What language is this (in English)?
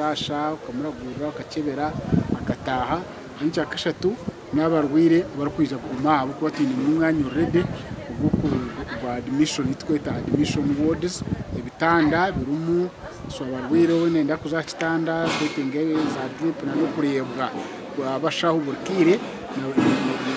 Nyankole